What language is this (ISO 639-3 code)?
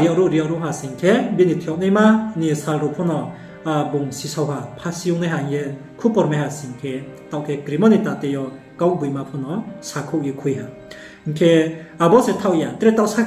ria